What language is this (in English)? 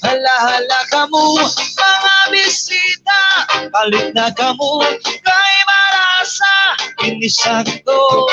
Waray